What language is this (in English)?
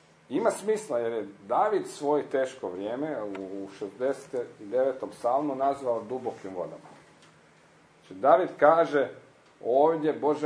Croatian